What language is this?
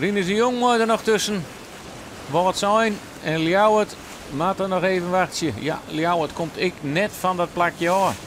Western Frisian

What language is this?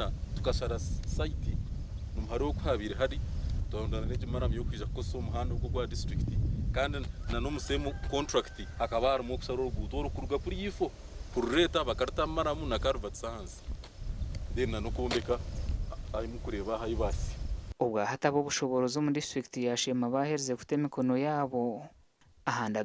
Nyankole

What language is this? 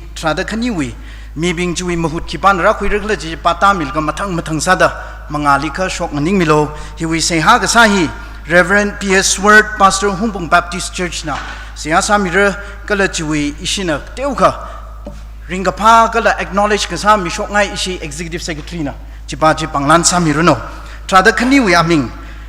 Tangkhul Naga (India)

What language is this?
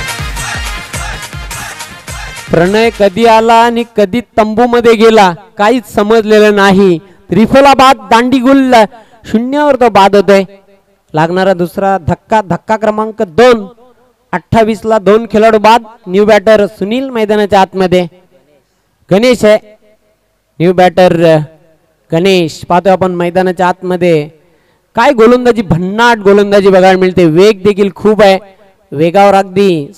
Marathi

